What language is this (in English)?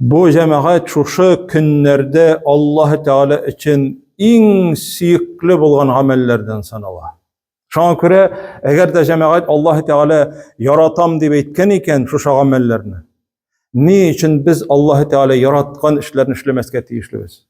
Tatar